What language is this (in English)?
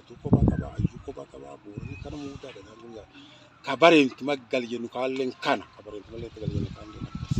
Oromo